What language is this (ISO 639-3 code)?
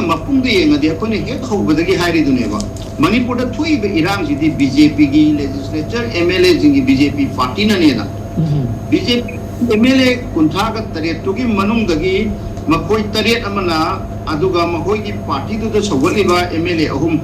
mni